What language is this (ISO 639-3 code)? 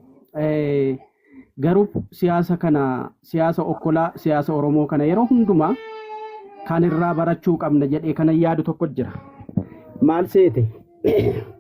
orm